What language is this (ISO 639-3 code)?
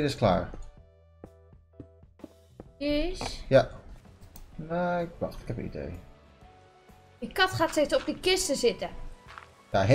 nld